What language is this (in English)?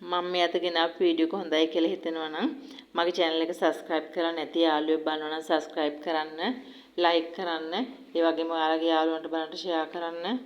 Sinhala